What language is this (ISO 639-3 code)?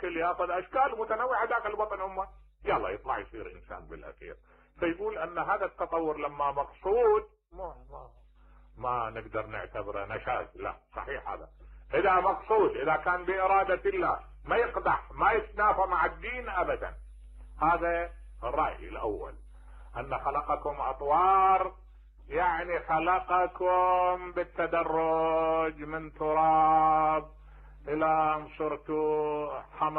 acm